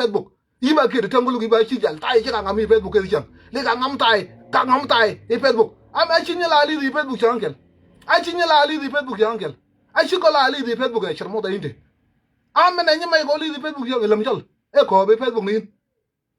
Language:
Nuer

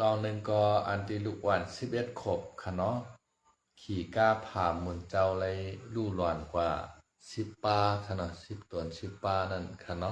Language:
Shan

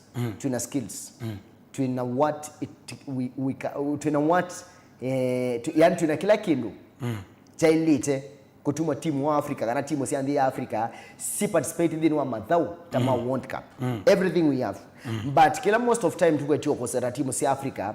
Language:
Kamba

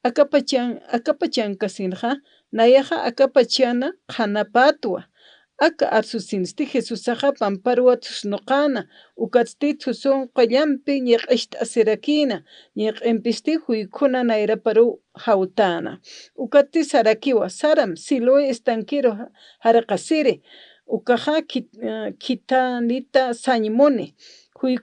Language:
Aymara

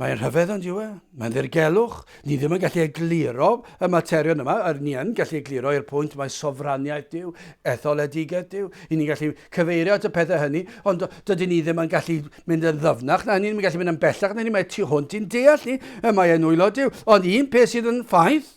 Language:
Welsh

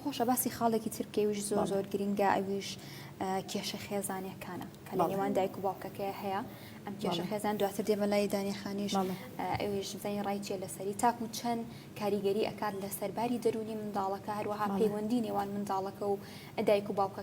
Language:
Central Kurdish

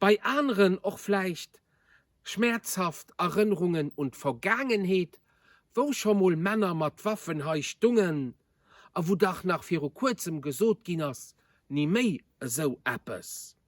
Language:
Luxembourgish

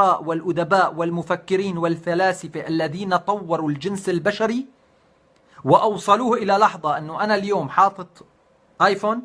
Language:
North Levantine Arabic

